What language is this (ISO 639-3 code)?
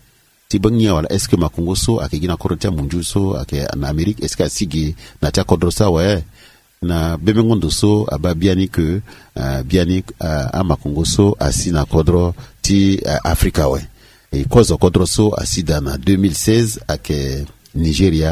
sag